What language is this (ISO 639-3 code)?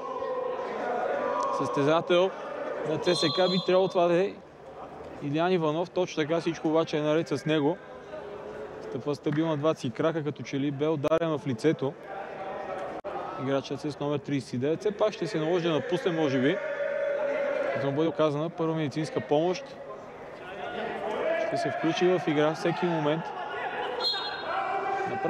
bul